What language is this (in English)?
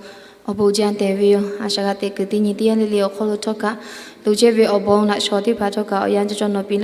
Lahu